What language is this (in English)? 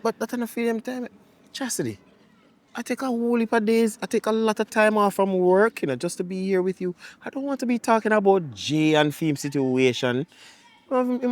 Jamaican Creole English